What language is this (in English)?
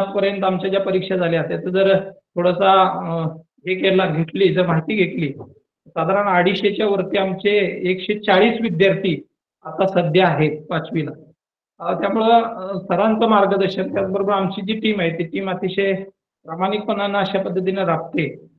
Marathi